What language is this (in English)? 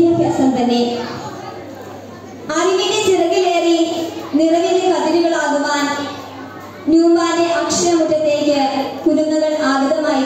Malayalam